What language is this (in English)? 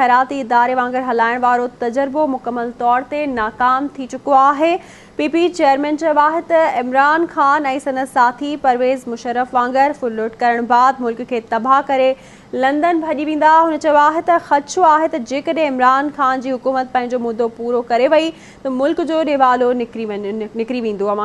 Sindhi